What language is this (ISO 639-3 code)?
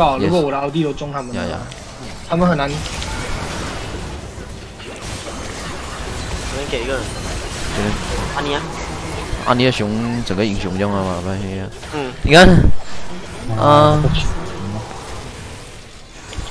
zho